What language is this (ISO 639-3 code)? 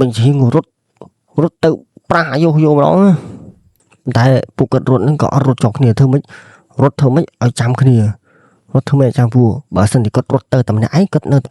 khm